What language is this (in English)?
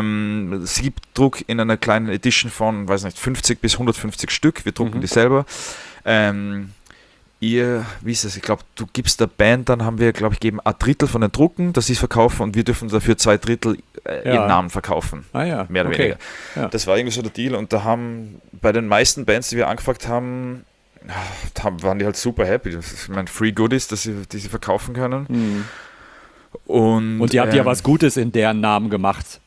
German